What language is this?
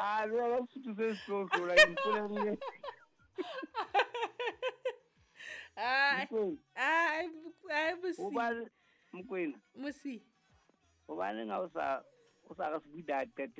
Southern Sotho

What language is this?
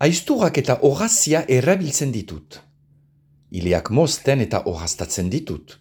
Basque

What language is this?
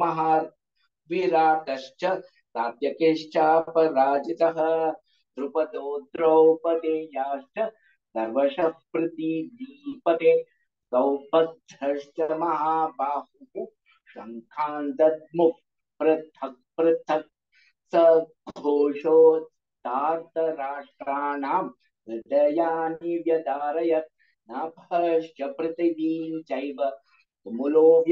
Sanskrit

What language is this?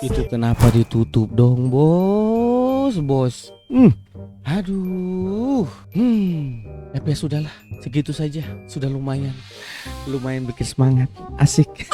Ambonese Malay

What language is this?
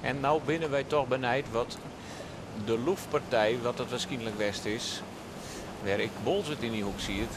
Western Frisian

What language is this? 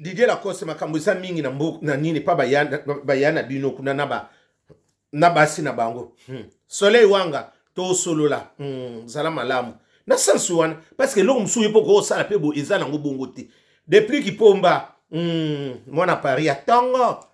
Lingala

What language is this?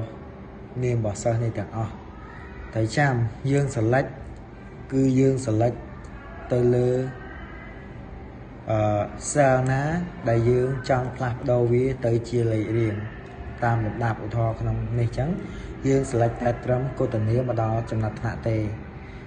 Khmer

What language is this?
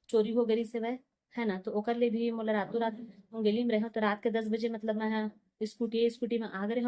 Chhattisgarhi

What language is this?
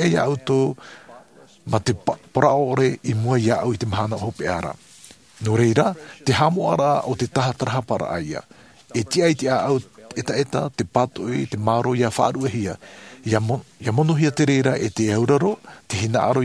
Tahitian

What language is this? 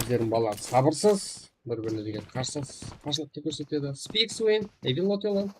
Kara-Kalpak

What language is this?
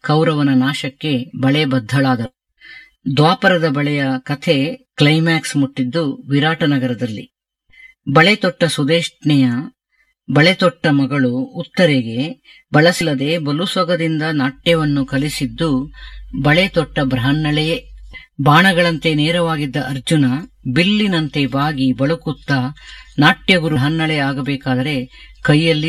Kannada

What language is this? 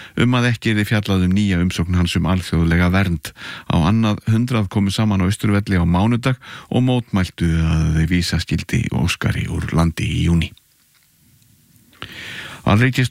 Icelandic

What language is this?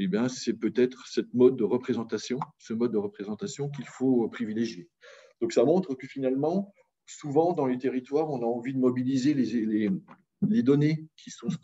French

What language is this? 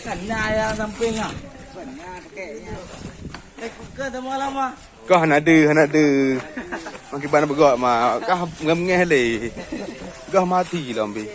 Achinese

